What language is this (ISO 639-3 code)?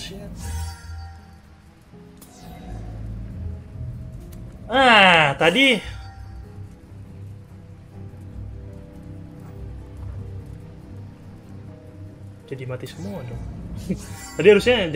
ind